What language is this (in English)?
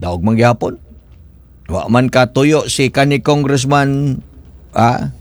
Cebuano